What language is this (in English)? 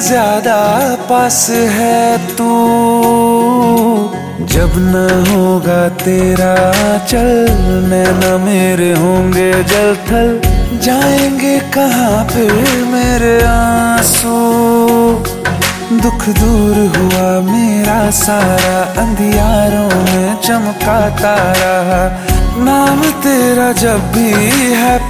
Hindi